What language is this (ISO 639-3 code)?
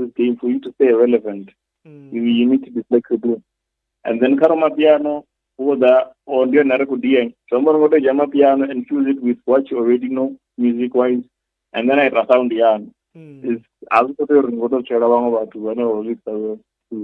ven